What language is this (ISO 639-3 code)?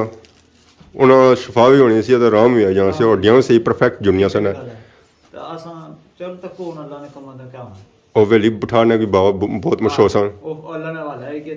phr